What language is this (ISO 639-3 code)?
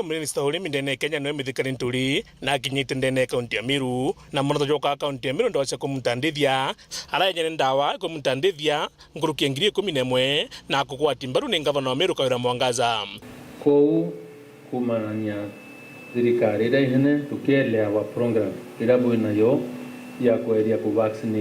mer